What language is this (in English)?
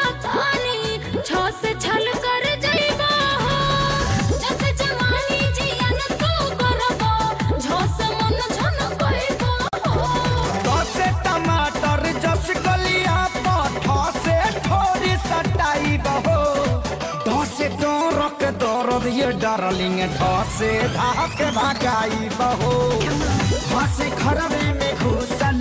Bhojpuri